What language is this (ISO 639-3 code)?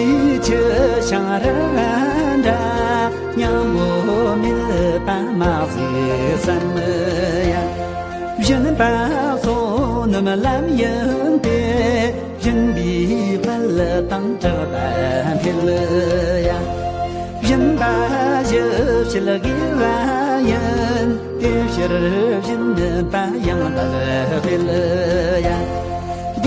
bod